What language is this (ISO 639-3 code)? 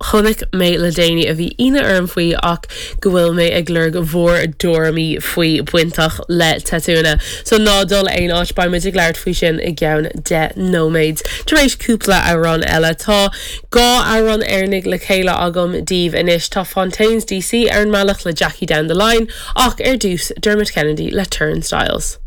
gle